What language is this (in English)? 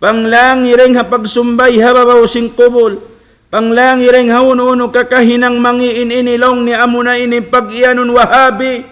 Tausug